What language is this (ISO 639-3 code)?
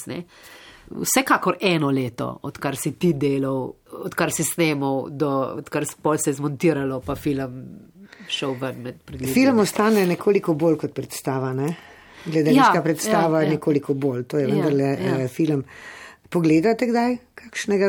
slv